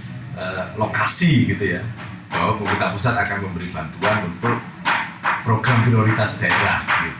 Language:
Indonesian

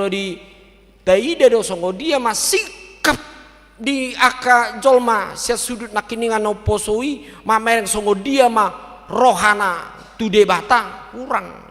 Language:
Batak Toba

